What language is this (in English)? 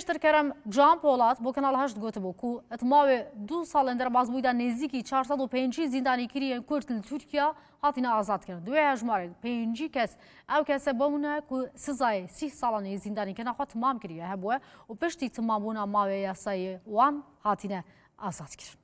Kurdish